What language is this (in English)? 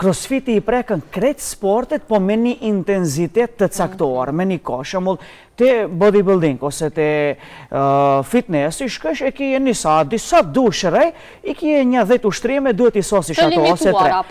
Albanian